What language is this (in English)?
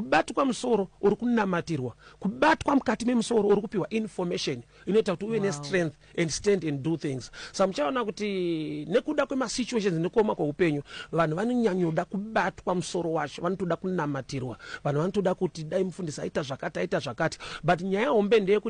Shona